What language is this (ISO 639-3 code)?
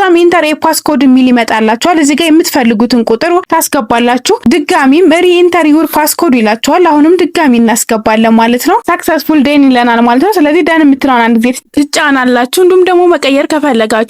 amh